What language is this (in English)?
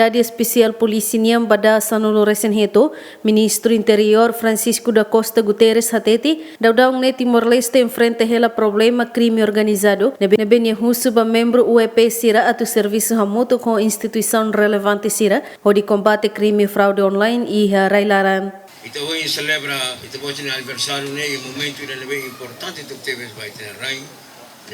Tetum